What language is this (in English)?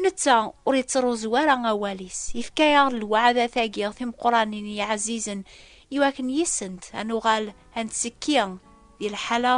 Kabyle